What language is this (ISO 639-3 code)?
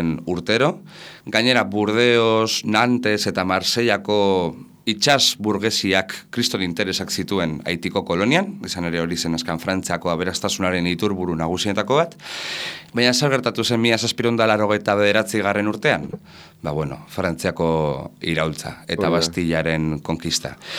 eus